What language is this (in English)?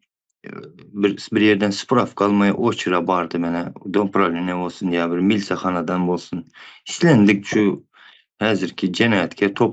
Turkmen